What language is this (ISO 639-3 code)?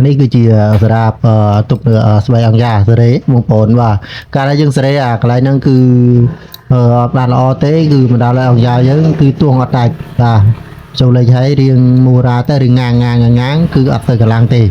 khm